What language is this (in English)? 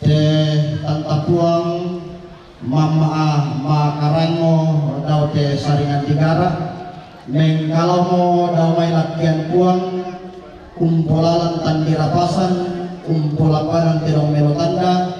Toraja-Sa'dan